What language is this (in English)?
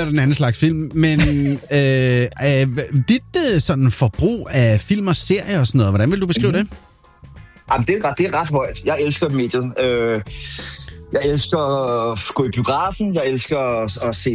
Danish